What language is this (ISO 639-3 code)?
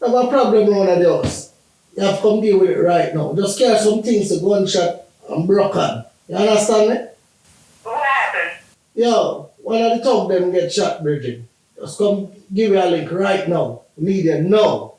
jam